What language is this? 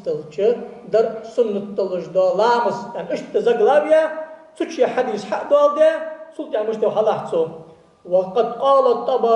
Ingush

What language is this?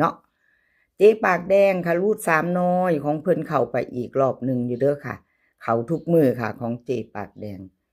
Northeastern Thai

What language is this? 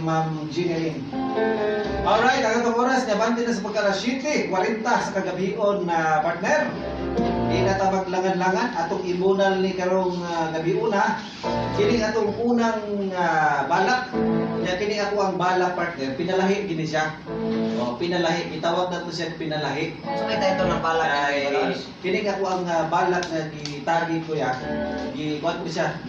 Cebuano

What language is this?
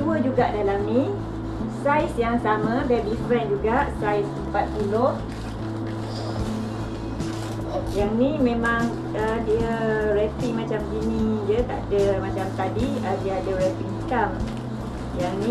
Malay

